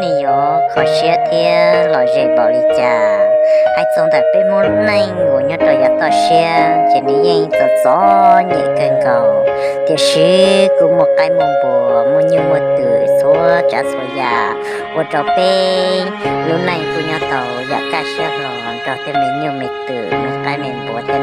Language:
Hmong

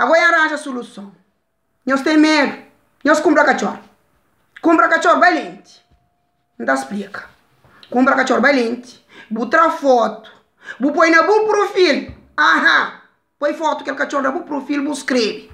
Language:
Kabuverdianu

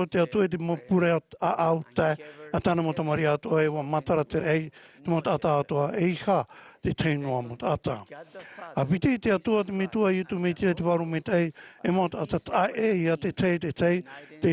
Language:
Tahitian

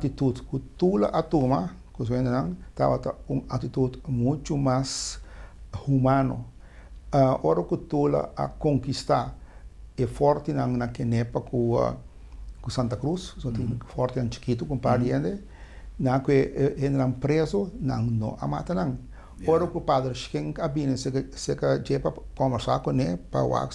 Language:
Papiamento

